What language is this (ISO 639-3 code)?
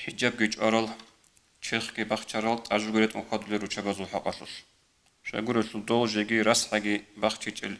ava